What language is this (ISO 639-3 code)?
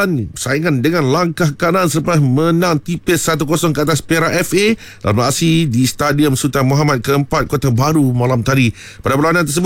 msa